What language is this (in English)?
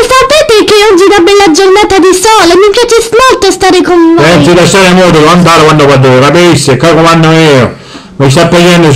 Sicilian